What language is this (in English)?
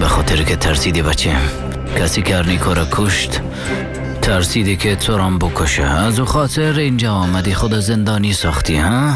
Persian